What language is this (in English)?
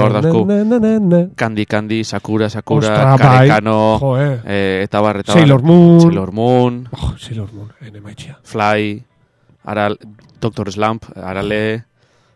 Basque